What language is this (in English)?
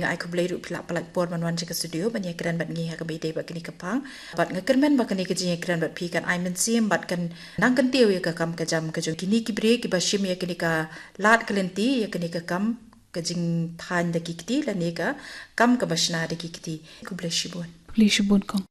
Khasi